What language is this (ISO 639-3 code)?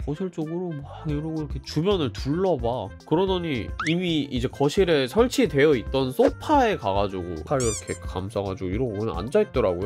kor